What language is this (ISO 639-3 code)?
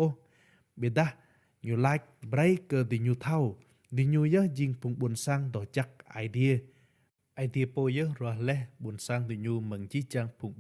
rad